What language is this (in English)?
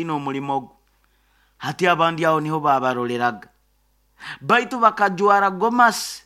Nyoro